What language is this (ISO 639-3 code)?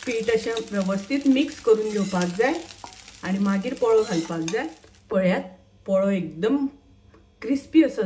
kok